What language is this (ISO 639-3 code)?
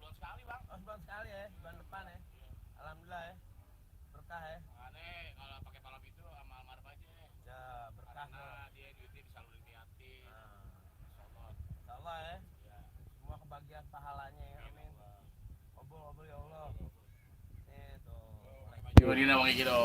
bew